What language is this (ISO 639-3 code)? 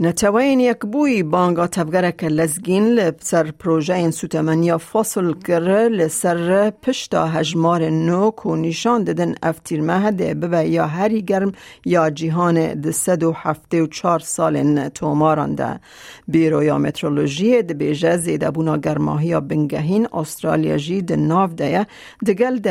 kur